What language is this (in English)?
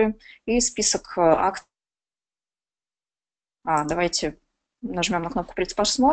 Russian